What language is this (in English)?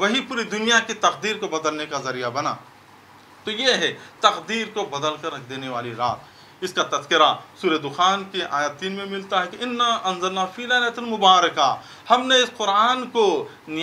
Urdu